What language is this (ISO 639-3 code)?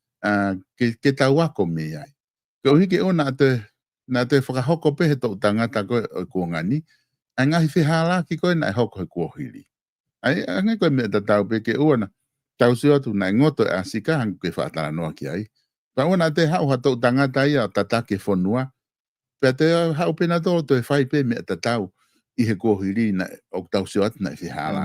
ton